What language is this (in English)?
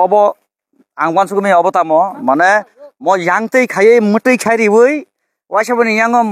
Kok Borok